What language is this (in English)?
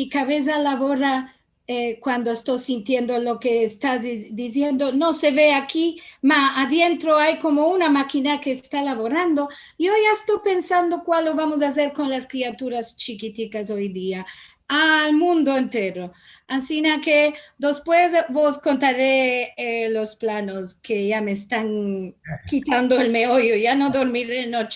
Ladino